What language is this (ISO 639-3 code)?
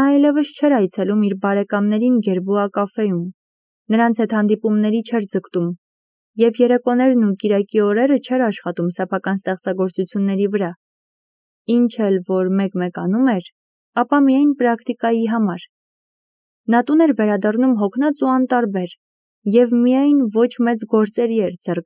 hye